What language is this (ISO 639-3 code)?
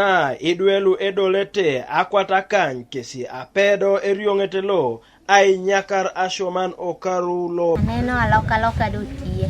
teo